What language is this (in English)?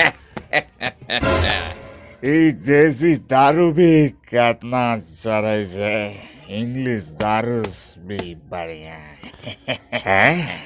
Angika